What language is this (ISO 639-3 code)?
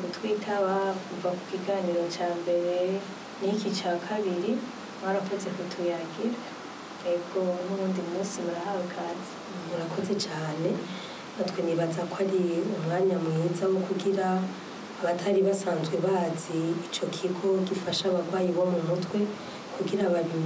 run